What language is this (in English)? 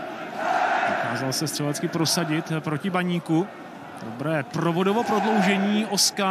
Czech